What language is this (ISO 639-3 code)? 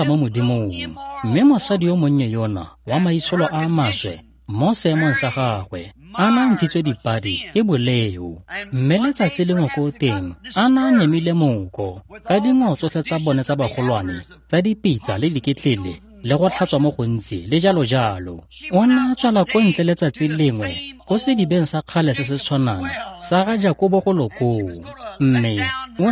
tsn